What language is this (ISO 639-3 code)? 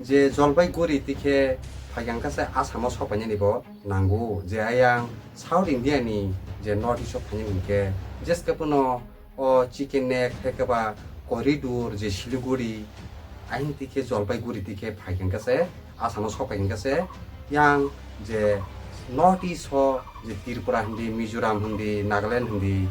trp